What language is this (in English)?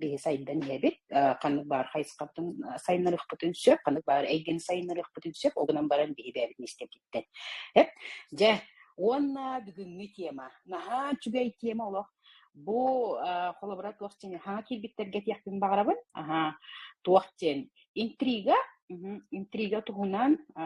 Yakut